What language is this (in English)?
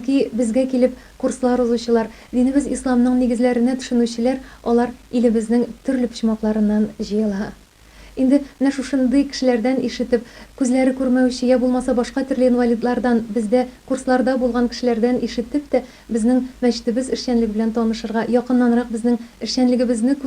Tatar